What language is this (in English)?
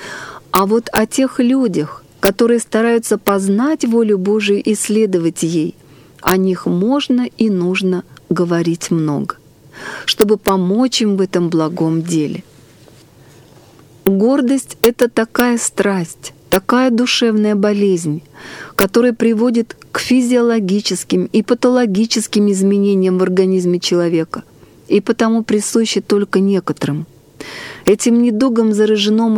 Russian